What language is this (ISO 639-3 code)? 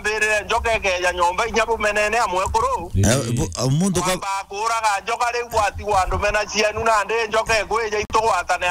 mer